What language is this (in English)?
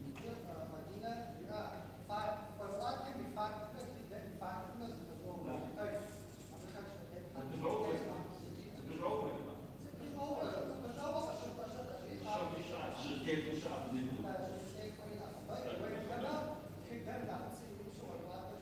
Kabardian